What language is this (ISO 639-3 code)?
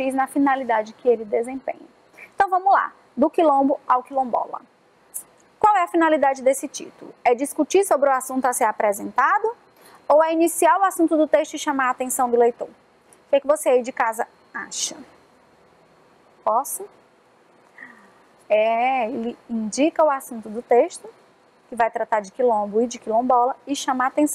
por